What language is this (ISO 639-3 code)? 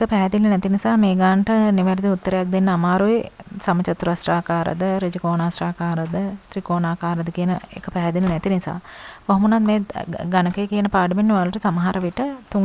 sin